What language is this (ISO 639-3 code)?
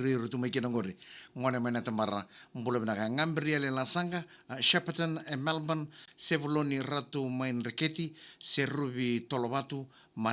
fij